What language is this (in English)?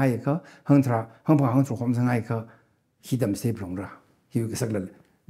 Tangkhul Naga (India)